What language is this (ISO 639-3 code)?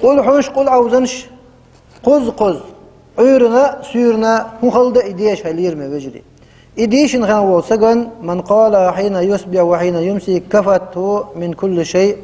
che